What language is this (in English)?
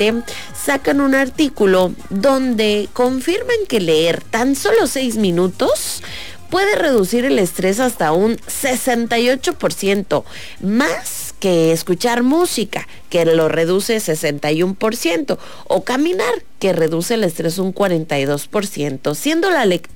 Spanish